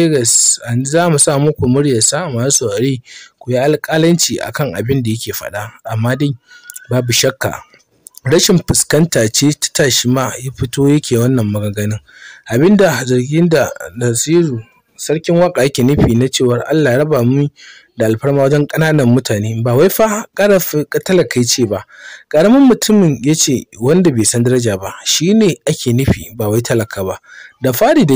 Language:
Hausa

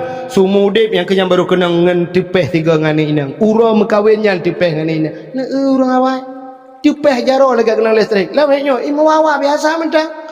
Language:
Achinese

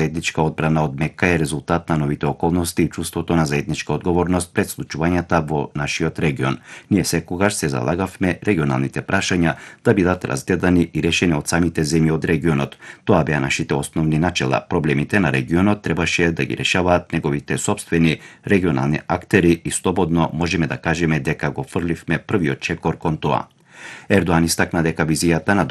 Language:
Macedonian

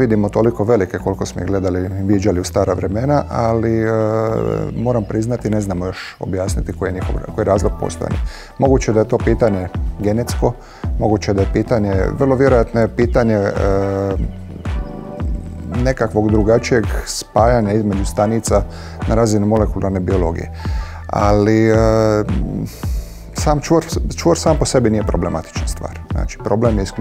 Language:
Croatian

